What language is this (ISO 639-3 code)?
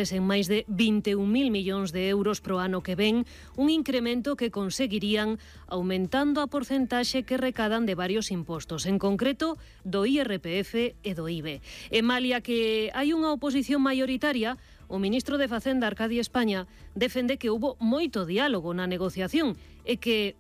glg